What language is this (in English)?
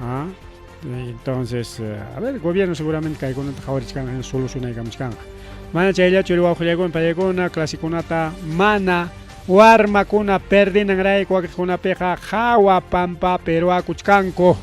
Ayacucho Quechua